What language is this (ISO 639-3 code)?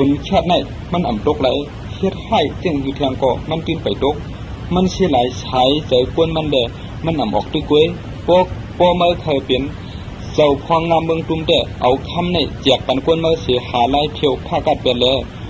shn